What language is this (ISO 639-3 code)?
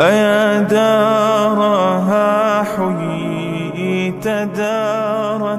fas